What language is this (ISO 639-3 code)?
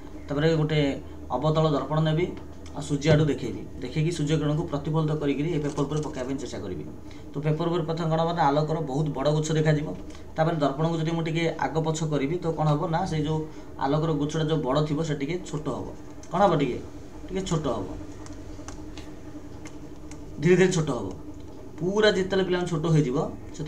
ori